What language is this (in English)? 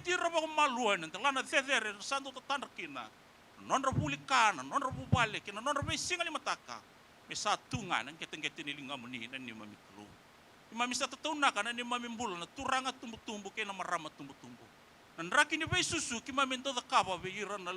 Fijian